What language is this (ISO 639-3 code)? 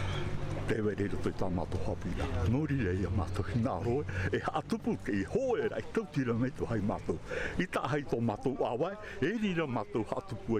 tah